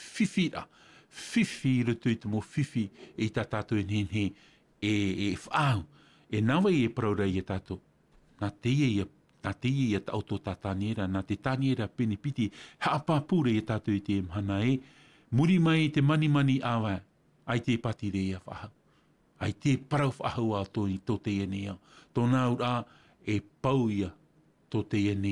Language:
Tahitian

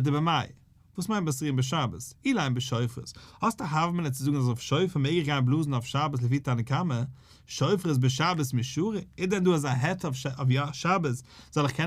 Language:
Yiddish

